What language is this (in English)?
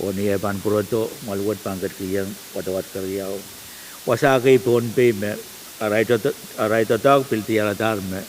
Pohnpeian